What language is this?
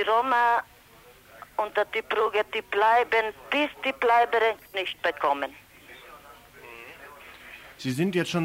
German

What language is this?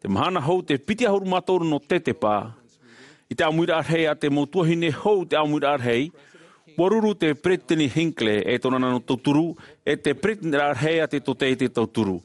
Tahitian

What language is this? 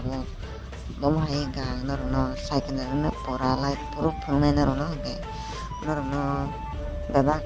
Kok Borok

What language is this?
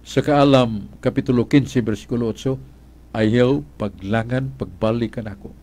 Cebuano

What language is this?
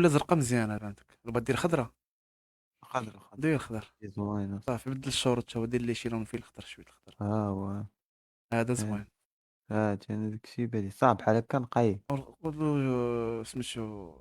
Moroccan Arabic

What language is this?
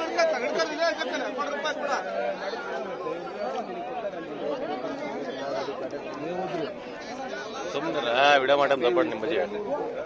Kannada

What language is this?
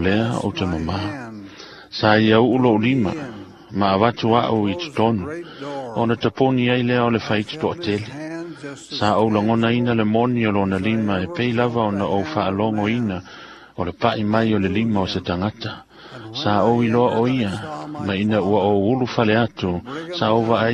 Samoan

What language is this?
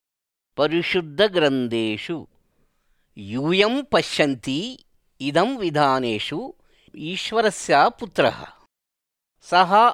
Sanskrit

